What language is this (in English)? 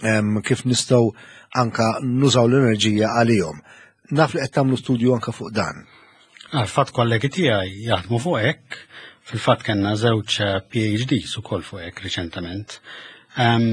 Maltese